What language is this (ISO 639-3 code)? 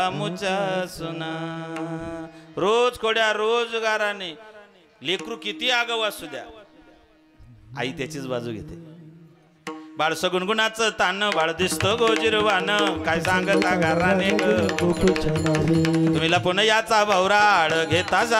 mar